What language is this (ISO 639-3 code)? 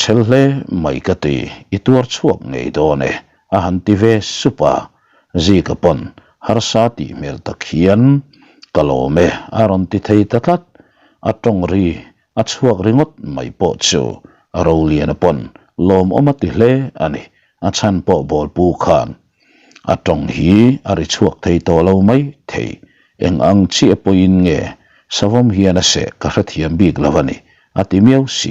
lus